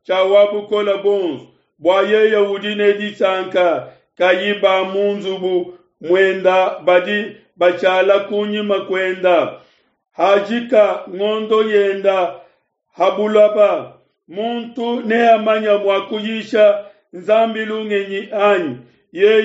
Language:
Luba-Lulua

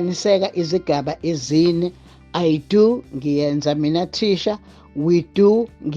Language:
Zulu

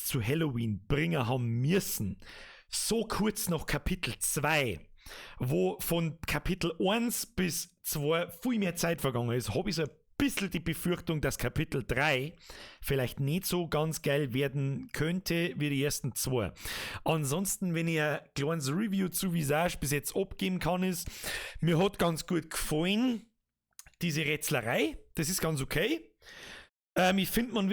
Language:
Bavarian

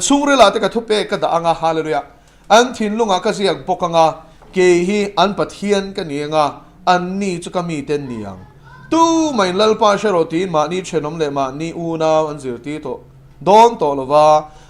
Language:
Mizo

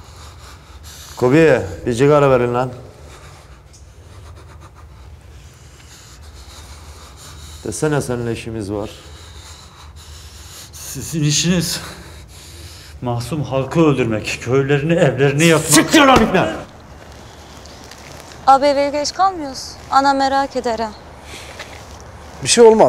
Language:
Turkish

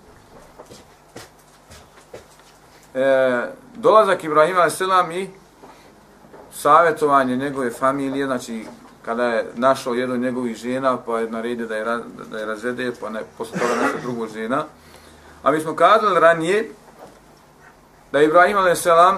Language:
Bosnian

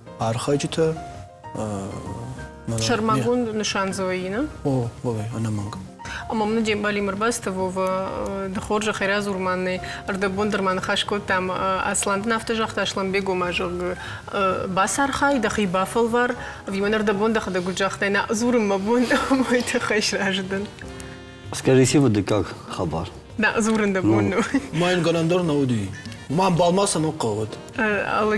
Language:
Ossetic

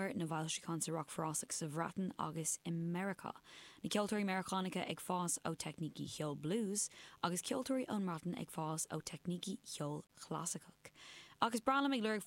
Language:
Irish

